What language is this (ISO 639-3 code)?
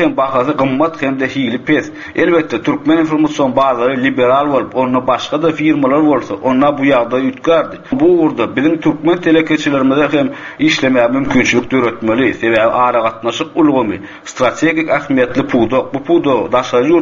tuk